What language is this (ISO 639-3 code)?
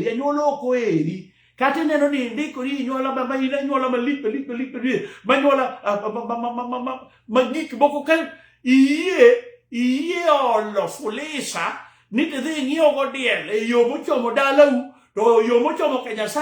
luo